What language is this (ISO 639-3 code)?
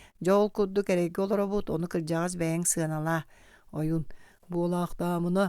sah